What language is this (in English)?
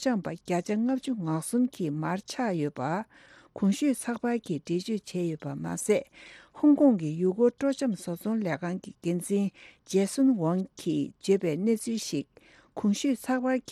Tibetan